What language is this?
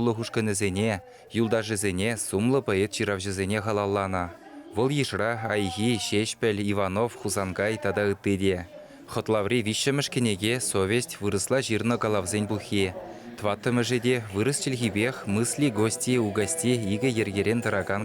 Chuvash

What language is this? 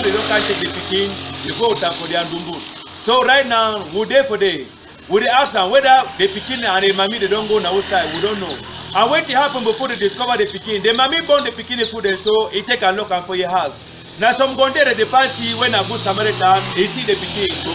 Cameroon Pidgin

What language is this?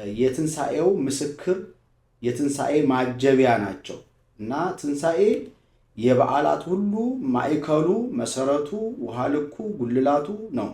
Amharic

